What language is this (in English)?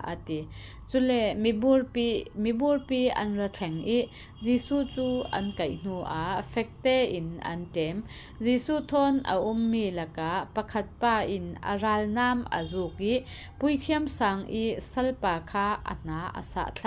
Falam Chin